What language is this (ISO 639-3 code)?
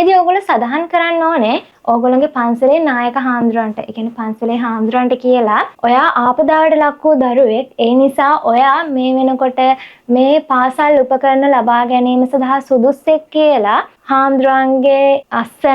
sin